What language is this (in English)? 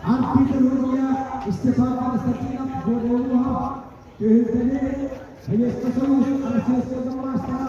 Yakut